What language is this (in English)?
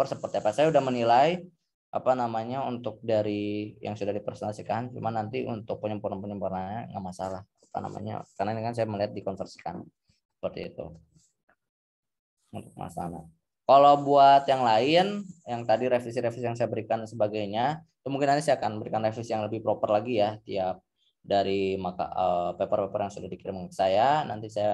Indonesian